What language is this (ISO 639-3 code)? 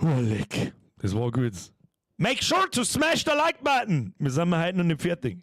bar